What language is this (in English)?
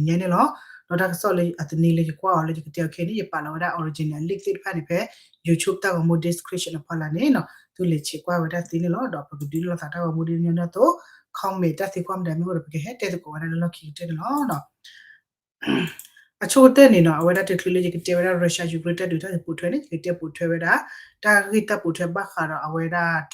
S'gaw Karen